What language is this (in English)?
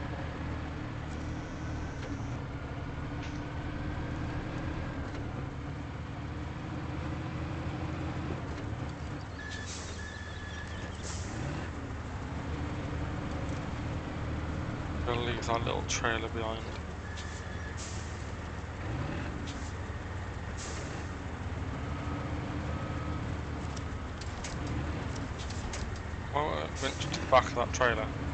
English